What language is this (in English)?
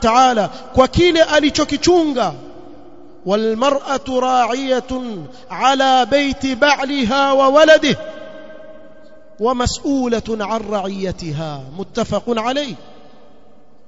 Swahili